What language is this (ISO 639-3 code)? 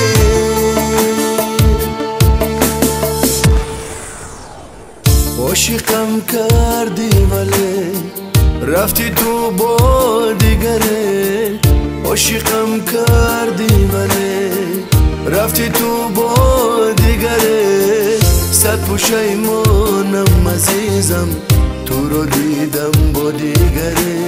fas